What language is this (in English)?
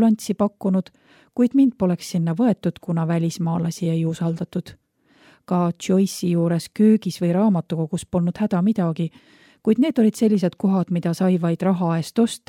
Estonian